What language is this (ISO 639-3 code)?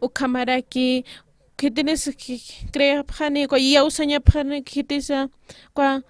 aym